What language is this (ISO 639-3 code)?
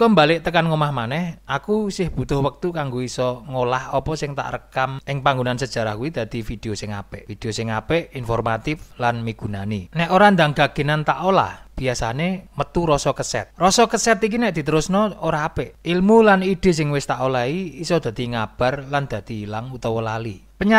jav